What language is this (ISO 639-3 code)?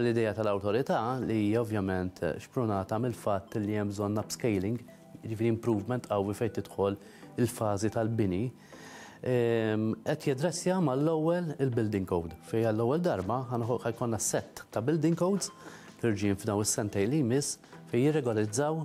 mlt